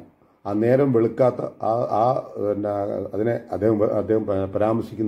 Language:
Malayalam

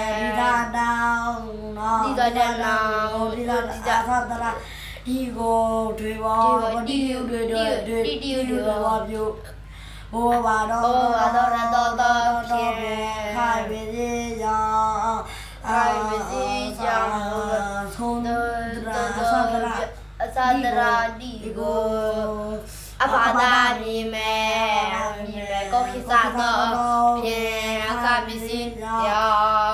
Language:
Burmese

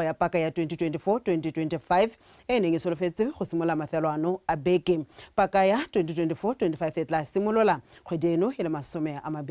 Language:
Tswana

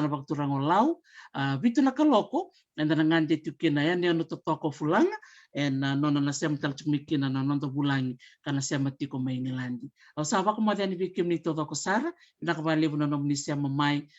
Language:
Fijian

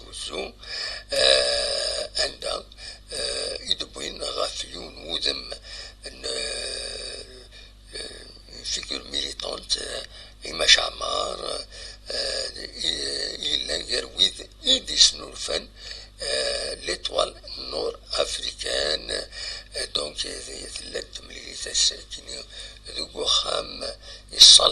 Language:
Kabyle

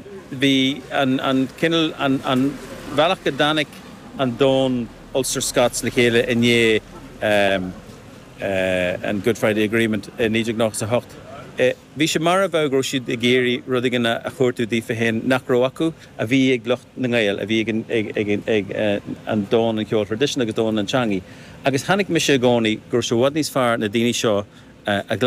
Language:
Irish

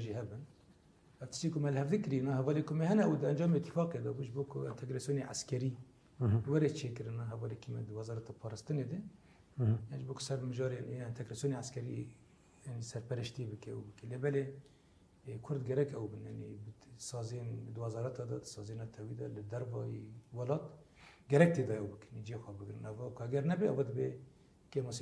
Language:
Kurdish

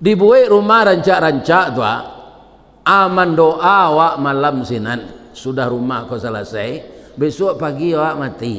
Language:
Minangkabau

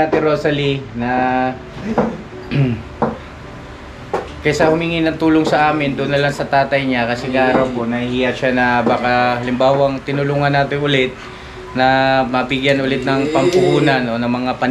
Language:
Filipino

